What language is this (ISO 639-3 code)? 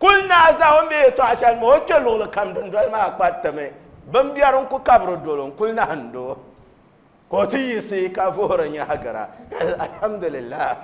dag